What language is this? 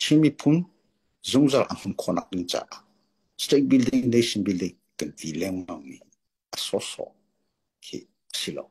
Hakha Chin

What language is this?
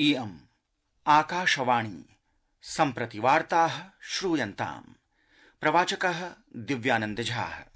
Sanskrit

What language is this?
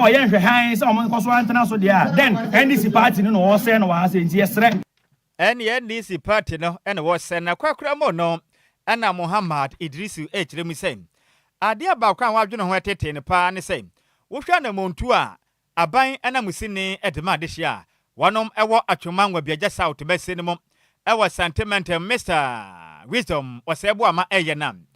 Akan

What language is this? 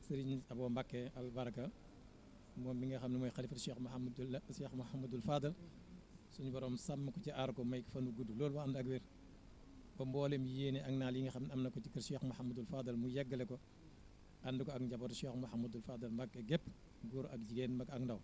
Wolof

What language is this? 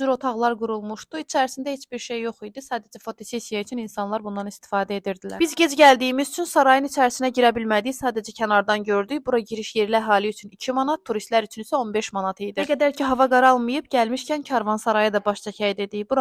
Azerbaijani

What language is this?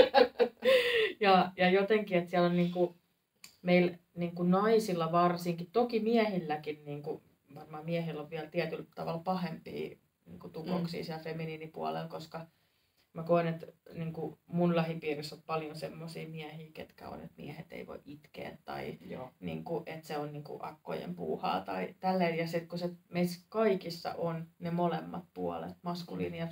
Finnish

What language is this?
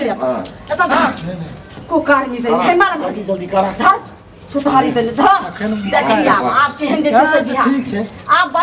Maithili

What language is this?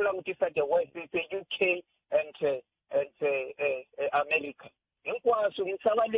Tsonga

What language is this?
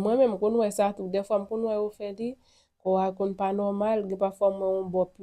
Haitian Creole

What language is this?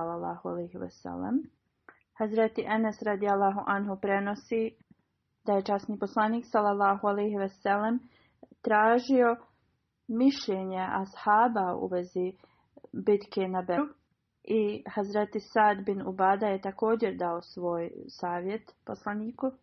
Bosnian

